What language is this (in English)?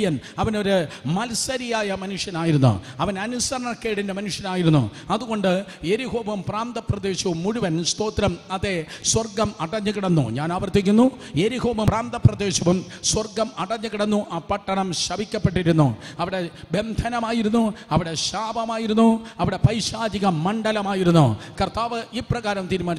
Malayalam